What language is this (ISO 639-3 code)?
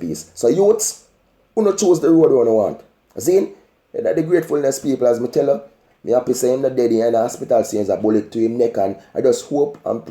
jam